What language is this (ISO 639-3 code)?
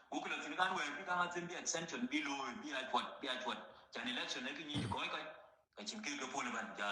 nus